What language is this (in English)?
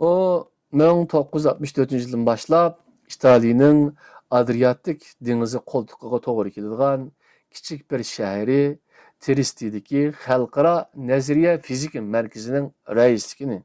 Uyghur